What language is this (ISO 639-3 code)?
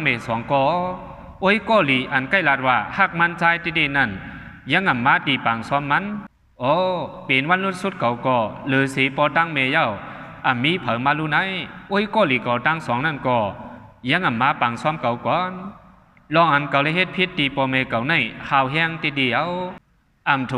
shn